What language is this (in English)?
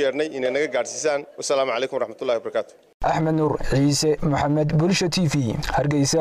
Somali